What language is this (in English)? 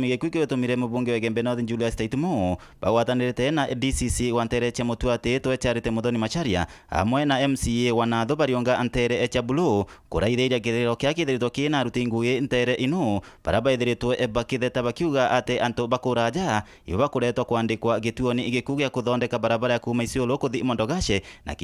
Meru